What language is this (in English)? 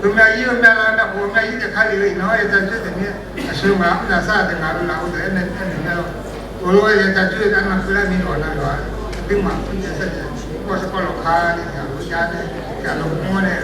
Akha